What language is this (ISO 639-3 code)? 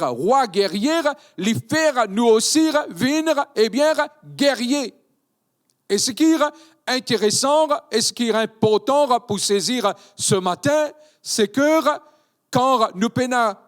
mfe